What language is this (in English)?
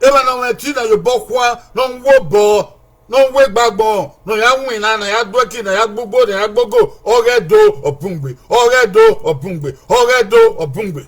Bini